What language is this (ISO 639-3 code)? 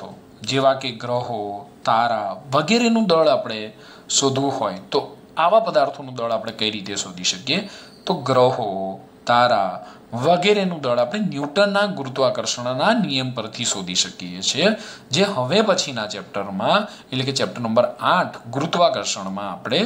guj